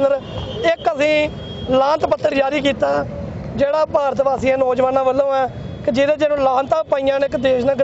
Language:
Punjabi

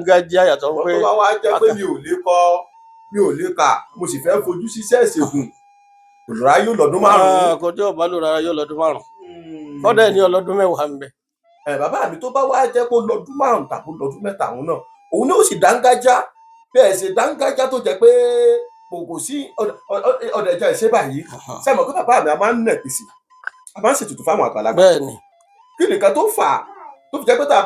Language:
Yoruba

